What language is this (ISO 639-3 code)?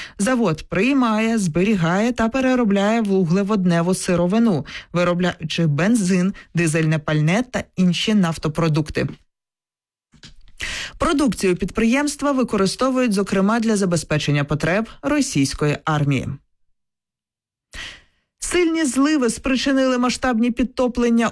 ukr